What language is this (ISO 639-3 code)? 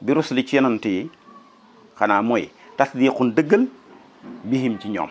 wol